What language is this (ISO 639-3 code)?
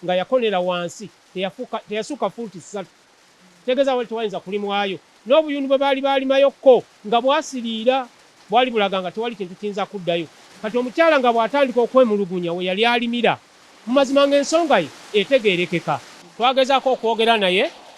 lug